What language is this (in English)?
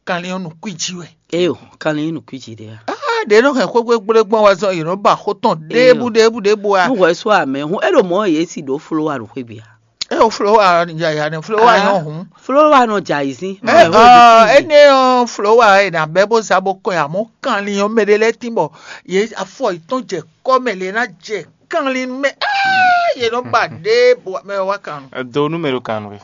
Fon